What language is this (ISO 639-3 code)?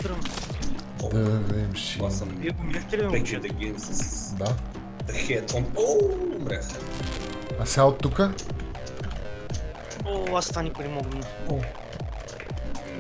bul